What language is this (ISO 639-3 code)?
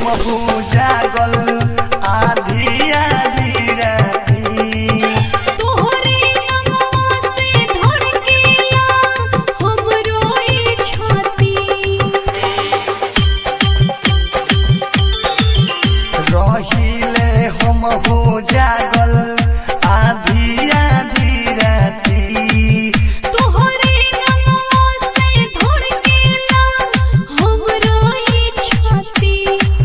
bho